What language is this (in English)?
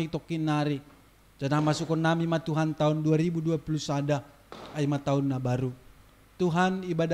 Batak Simalungun